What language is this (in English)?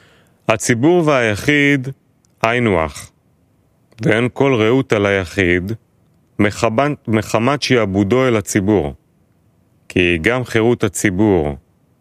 Hebrew